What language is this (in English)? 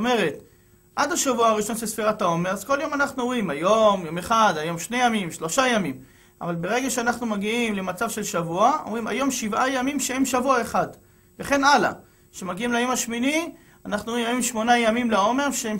Hebrew